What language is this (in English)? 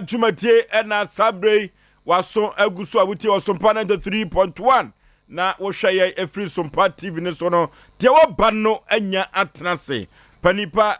Akan